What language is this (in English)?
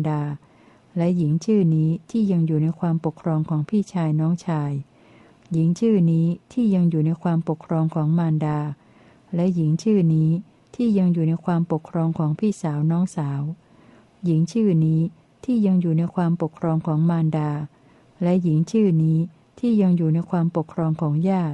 Thai